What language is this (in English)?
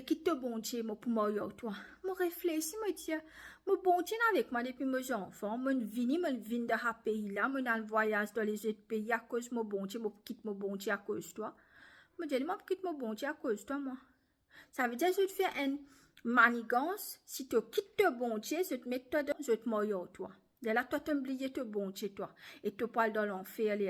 Morisyen